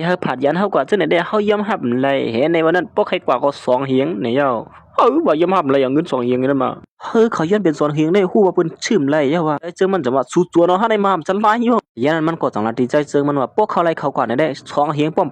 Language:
Shan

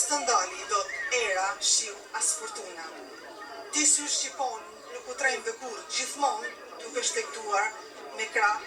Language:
Albanian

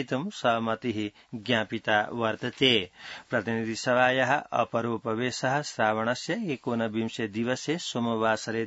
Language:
Sanskrit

